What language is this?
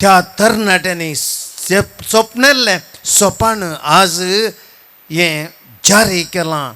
Konkani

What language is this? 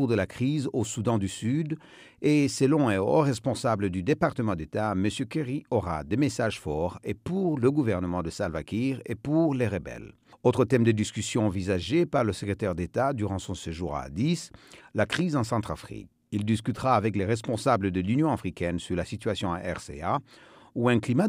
French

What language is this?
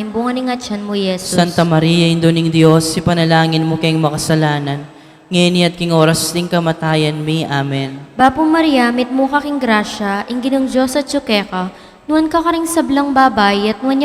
Pampanga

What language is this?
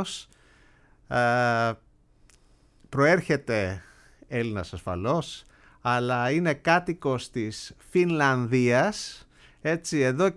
Greek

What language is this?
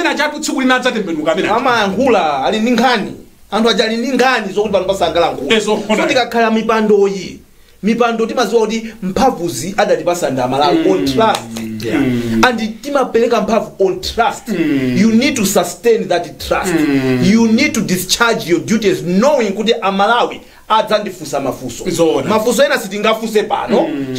Nyanja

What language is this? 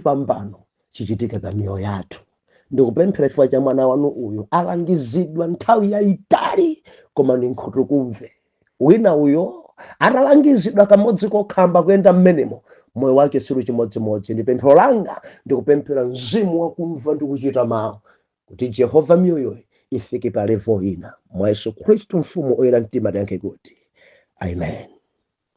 Nyanja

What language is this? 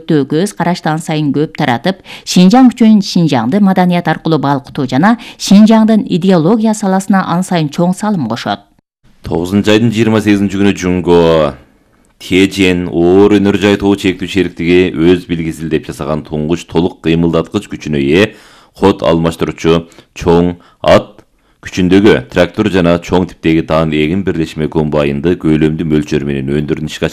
Kyrgyz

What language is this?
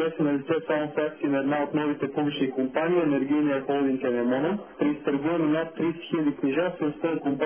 Bulgarian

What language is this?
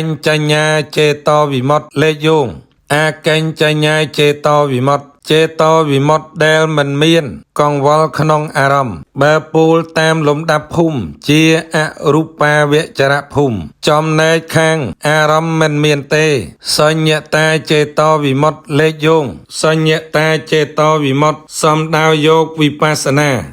Khmer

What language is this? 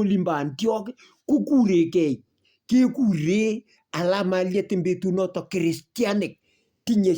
Kalenjin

